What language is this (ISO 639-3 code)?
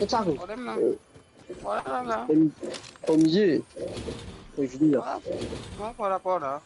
mfe